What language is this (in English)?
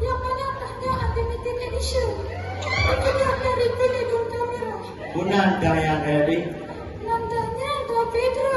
Achinese